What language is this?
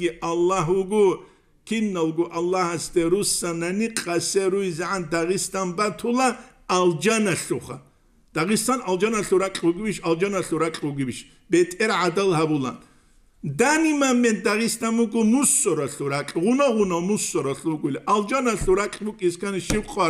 Avaric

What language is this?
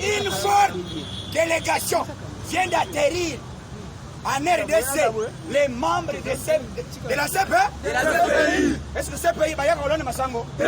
Lingala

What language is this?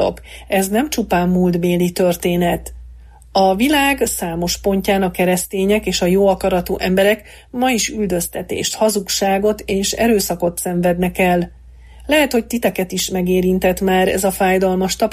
Hungarian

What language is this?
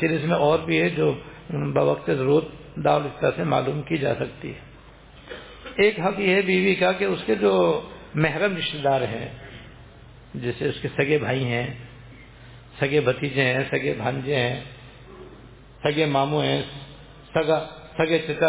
Urdu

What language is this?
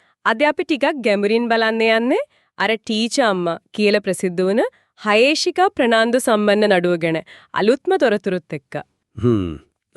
Sinhala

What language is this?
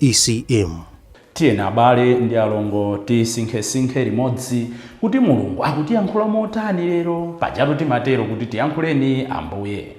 Nyanja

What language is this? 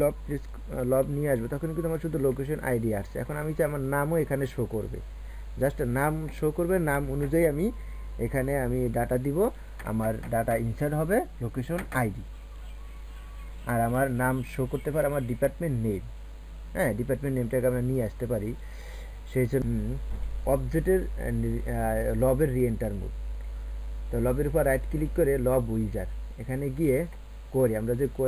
Bangla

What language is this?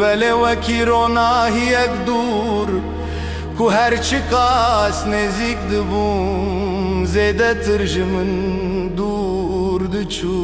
Kurdish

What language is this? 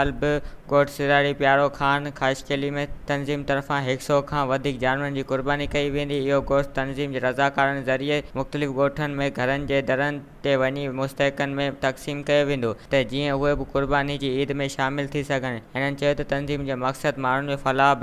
Sindhi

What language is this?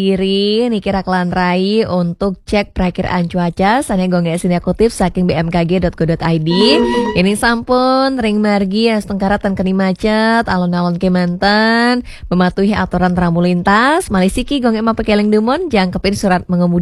Balinese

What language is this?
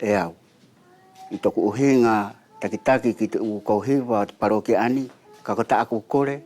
Wallisian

